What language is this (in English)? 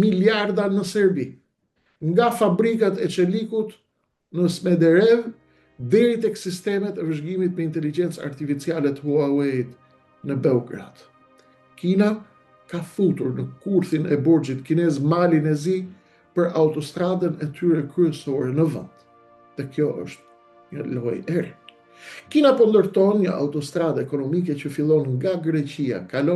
Albanian